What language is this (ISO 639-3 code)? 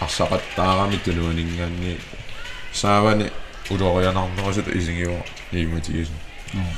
kal